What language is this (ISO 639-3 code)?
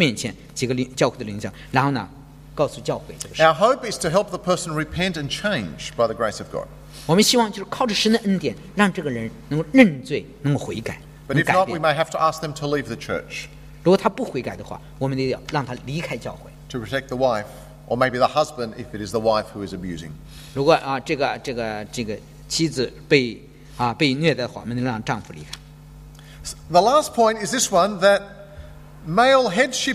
zho